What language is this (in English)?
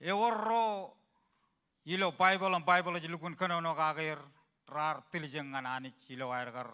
Marshallese